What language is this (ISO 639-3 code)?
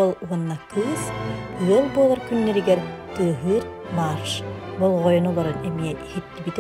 sah